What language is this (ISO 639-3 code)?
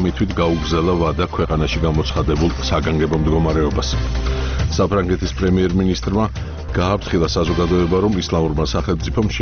kat